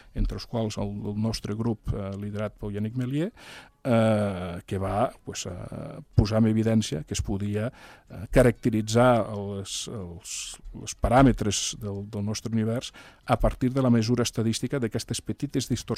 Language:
Catalan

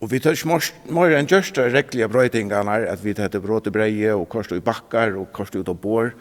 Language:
Faroese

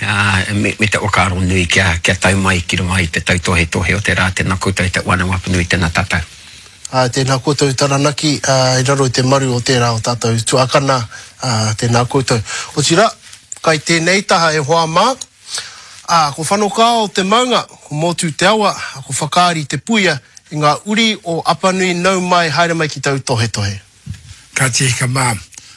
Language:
Māori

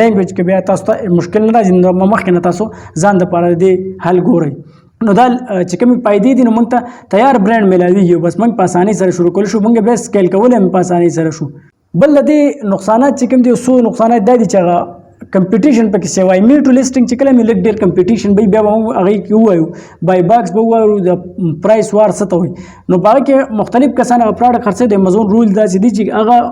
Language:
Pashto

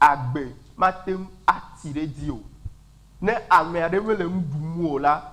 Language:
Ewe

